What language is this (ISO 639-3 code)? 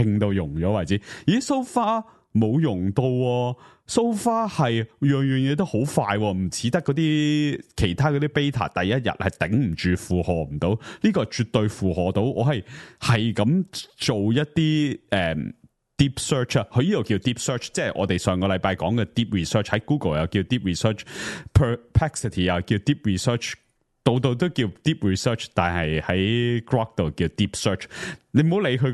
yue